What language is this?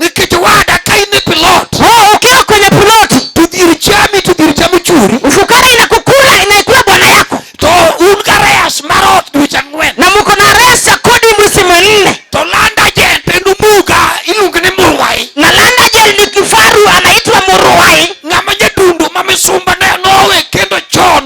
Luo (Kenya and Tanzania)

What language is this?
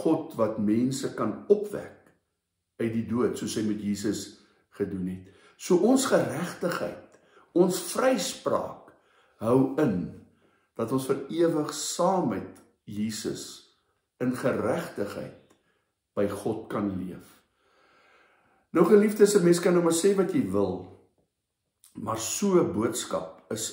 Afrikaans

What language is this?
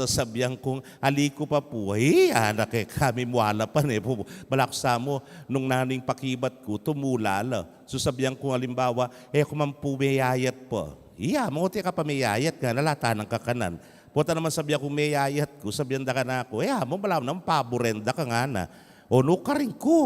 Pampanga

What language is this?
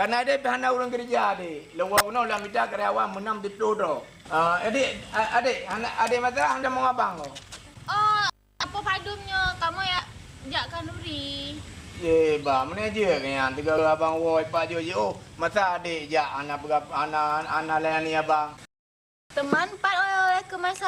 Achinese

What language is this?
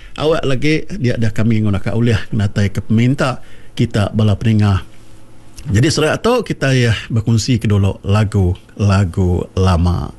Iban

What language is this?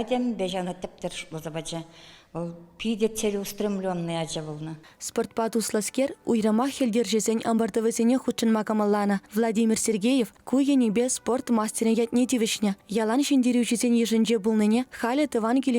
Chuvash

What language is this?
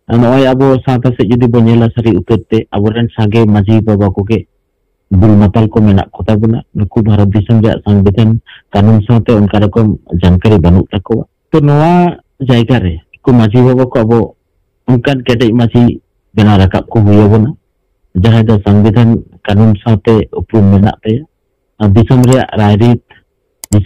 Santali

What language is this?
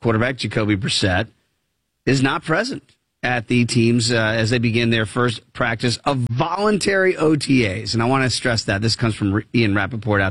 English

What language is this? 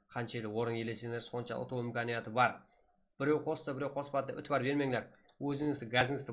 Kara-Kalpak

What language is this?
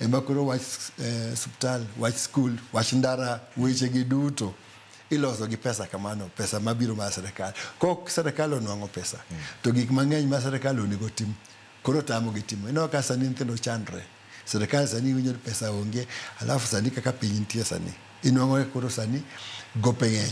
Luo (Kenya and Tanzania)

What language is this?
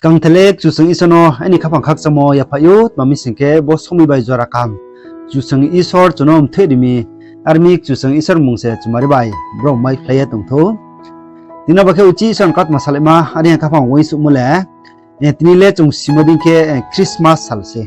Riang (India)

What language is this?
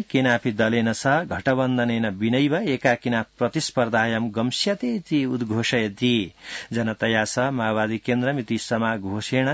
Sanskrit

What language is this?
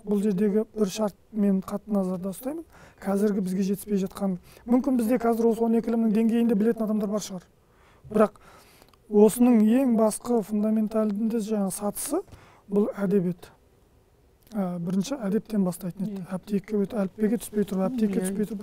Kazakh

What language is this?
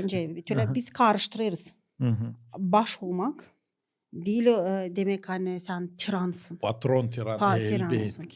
Gagauz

